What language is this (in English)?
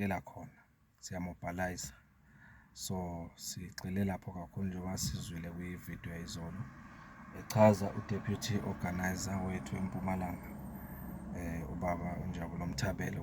Zulu